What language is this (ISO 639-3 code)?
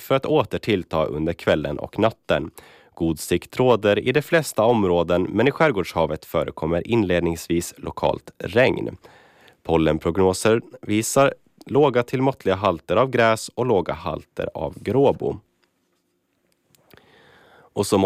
swe